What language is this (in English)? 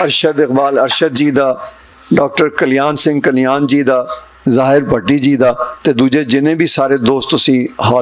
Western Panjabi